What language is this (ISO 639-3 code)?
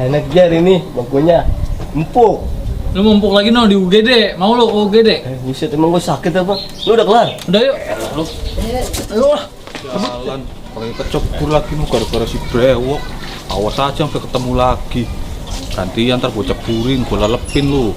bew